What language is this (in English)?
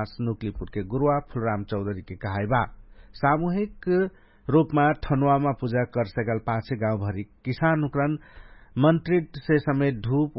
Dangaura Tharu